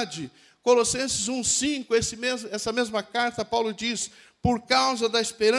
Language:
Portuguese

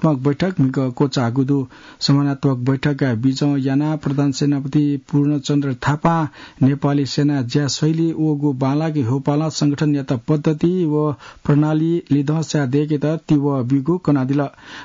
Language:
Newari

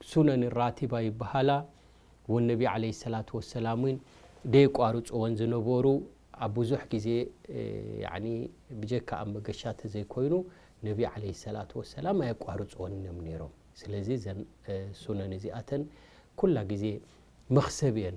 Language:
Tigrinya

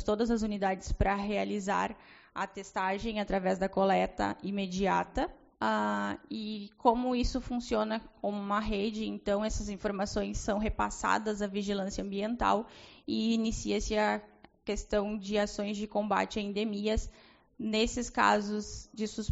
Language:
Portuguese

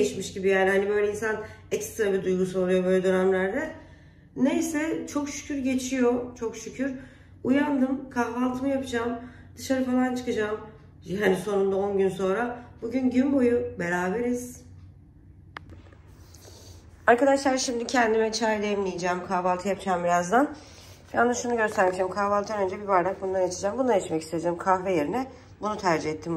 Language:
Turkish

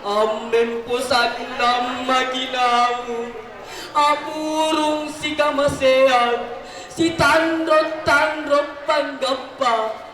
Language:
Makasar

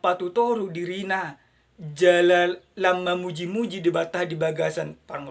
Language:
Batak Toba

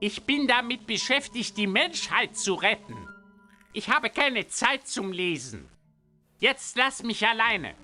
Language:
Bavarian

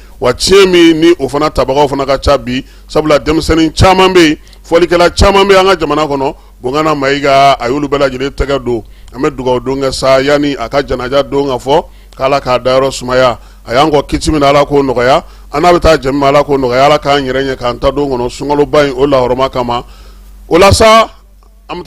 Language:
Bambara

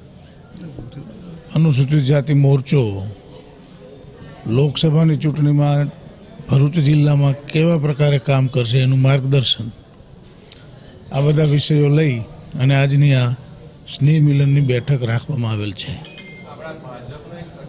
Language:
Gujarati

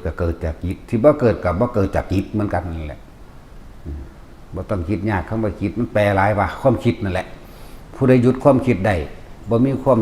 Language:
Northeastern Thai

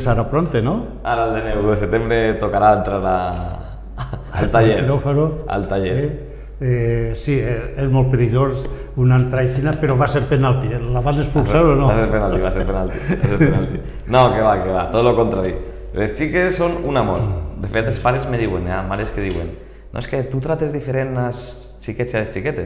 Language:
Catalan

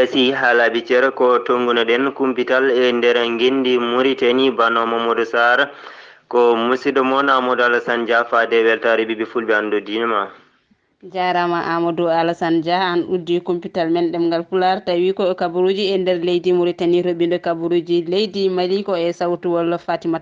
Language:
Fula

